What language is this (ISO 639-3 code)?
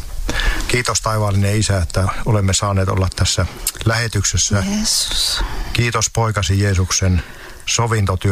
fin